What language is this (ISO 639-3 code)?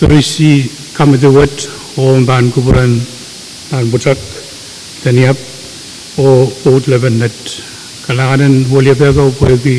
pon